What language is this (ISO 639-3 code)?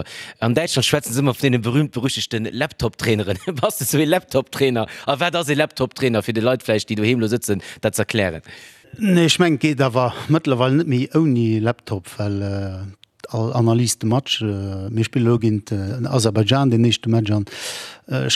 ltz